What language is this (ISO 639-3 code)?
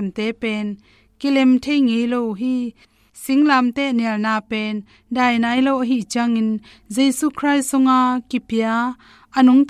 ctd